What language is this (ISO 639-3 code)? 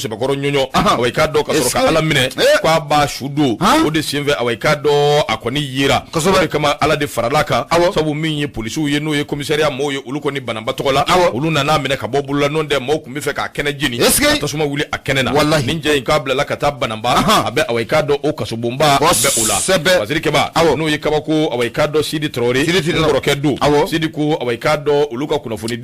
bam